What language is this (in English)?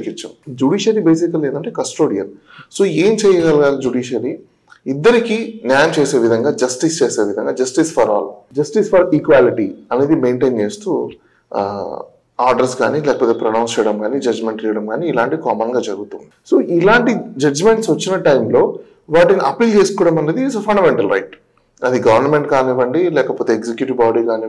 Telugu